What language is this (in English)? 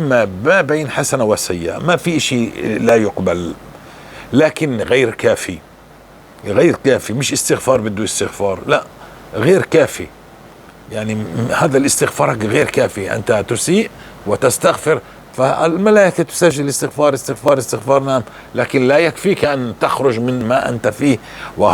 North Levantine Arabic